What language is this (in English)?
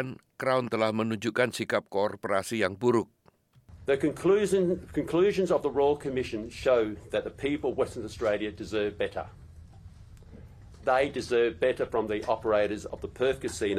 Indonesian